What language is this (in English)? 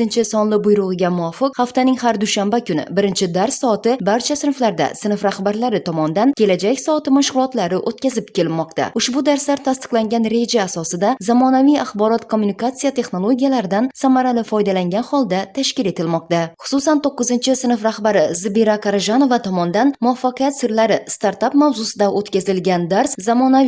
Uzbek